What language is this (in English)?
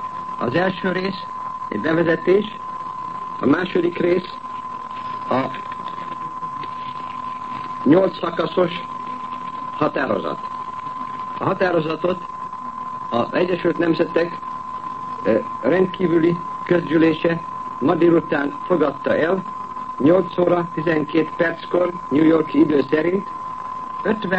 Hungarian